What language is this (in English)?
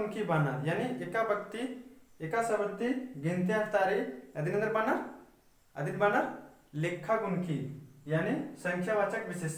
Kurukh